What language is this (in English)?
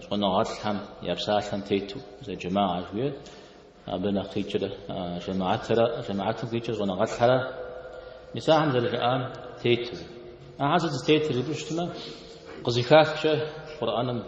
Kabardian